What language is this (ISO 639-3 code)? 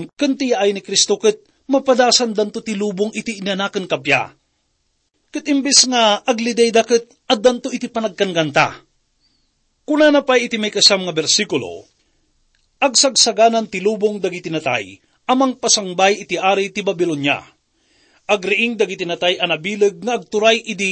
ilo